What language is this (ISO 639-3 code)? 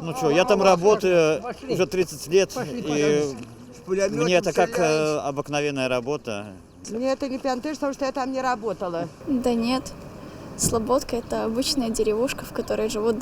bel